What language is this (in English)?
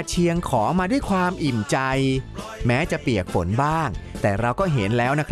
Thai